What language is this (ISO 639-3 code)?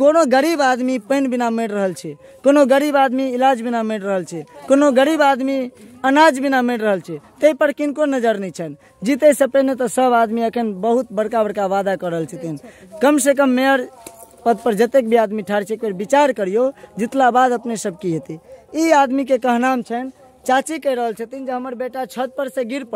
mai